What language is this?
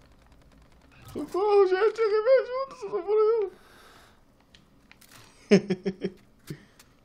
Portuguese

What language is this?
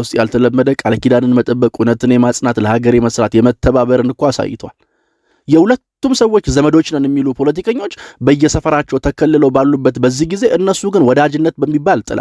Amharic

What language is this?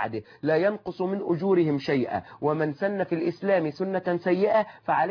Arabic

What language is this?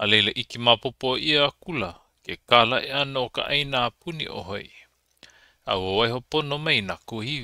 Hawaiian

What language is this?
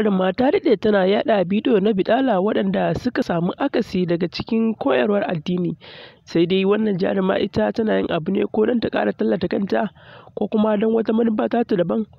Hausa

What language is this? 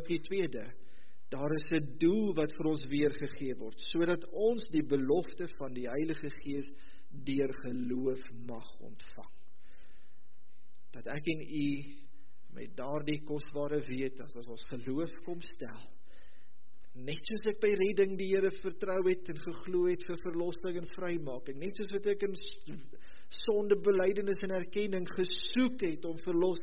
Afrikaans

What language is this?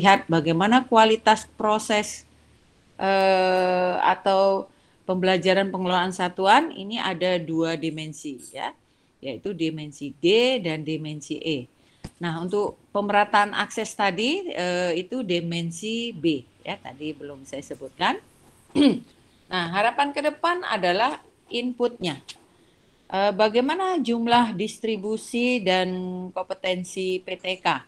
Indonesian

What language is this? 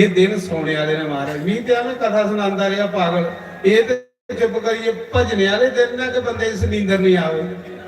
Dogri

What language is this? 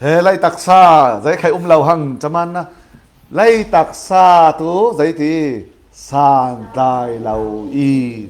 Falam Chin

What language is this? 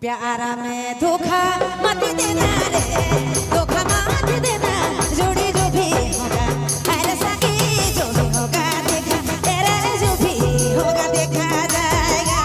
Sadri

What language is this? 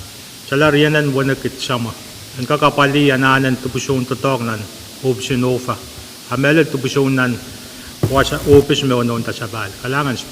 Pohnpeian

